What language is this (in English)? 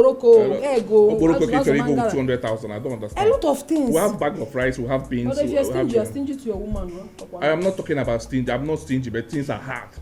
Nigerian Pidgin